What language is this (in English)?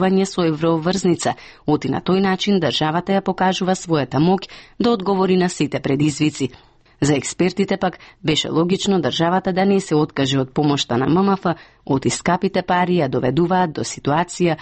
Macedonian